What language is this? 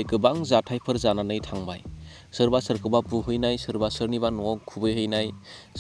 Bodo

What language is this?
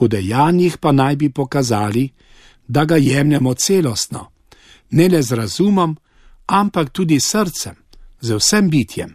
Slovenian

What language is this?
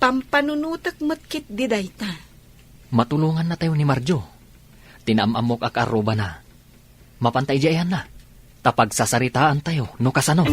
Iloko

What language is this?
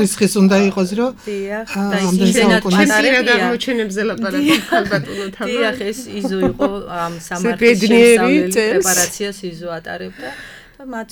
Georgian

